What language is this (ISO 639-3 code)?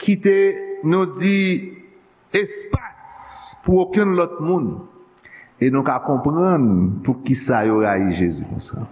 hat